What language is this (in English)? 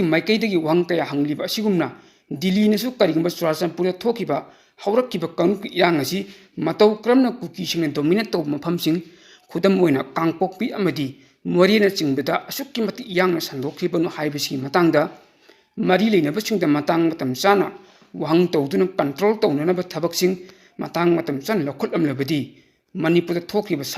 Manipuri